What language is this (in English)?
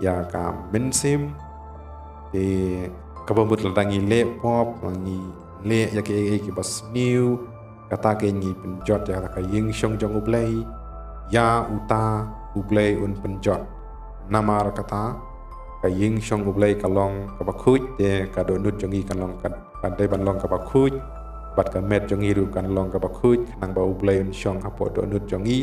Khasi